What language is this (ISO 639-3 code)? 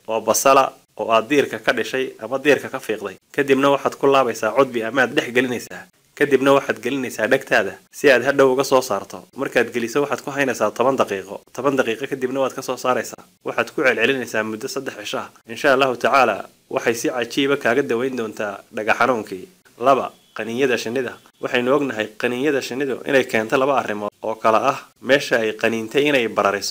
som